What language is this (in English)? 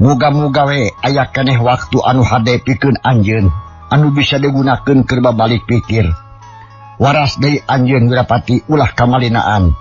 Sundanese